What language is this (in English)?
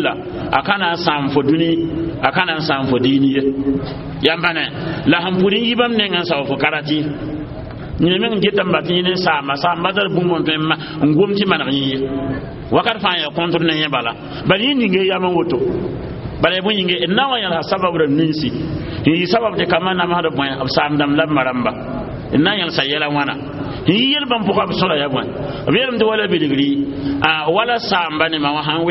Mossi